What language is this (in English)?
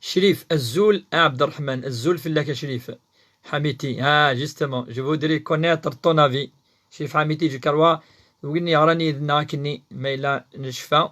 Kabyle